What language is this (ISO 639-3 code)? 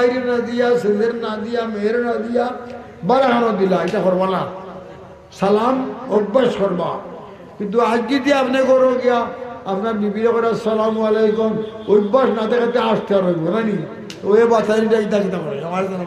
syl